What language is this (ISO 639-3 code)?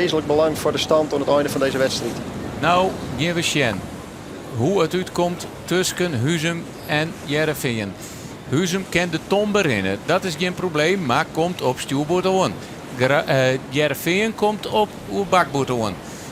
fry